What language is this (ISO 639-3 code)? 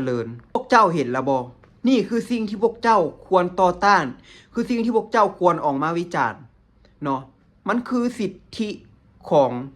lao